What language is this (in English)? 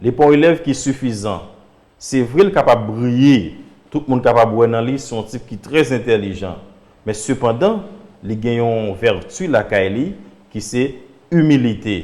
Haitian Creole